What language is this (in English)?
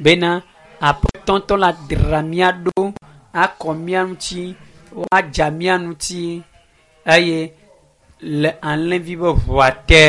Ewe